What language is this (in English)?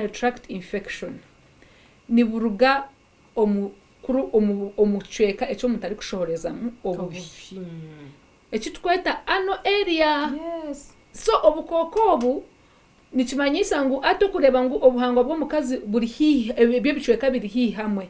Nyankole